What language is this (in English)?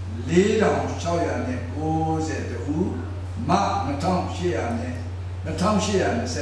Burmese